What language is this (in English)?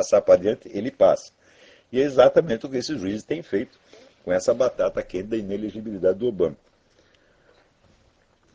Portuguese